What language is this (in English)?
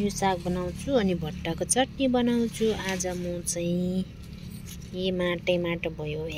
Nepali